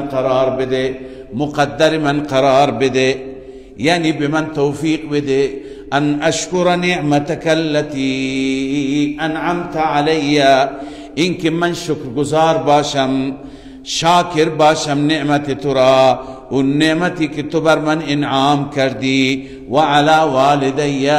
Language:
Persian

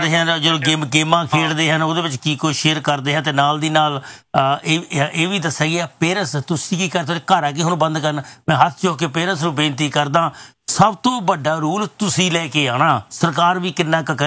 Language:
Punjabi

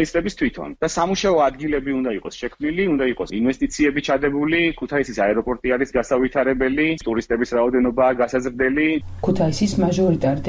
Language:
Georgian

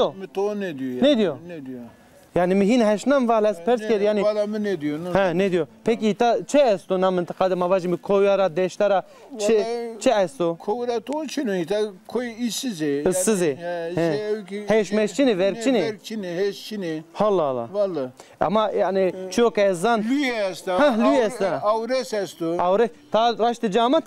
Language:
Zaza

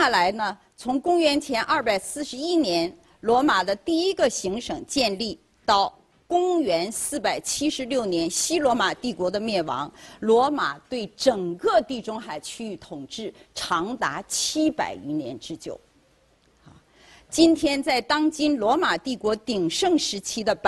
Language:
Chinese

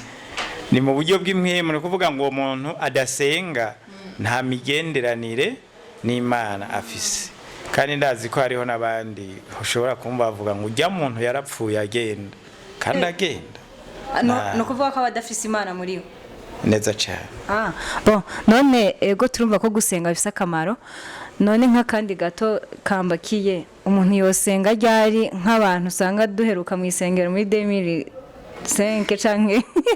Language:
Rundi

